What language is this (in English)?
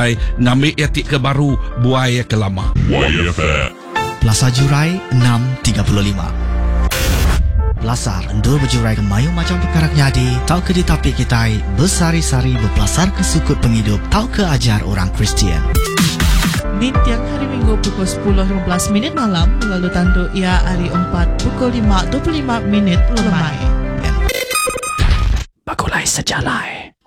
Iban